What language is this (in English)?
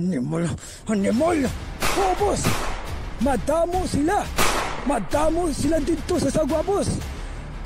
Hiligaynon